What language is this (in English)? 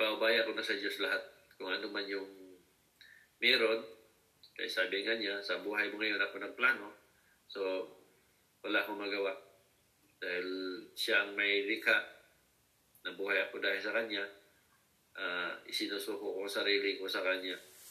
Filipino